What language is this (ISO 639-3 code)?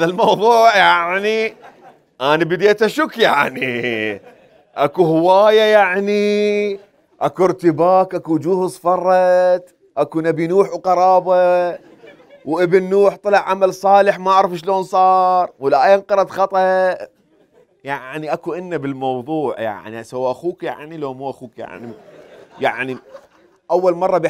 acm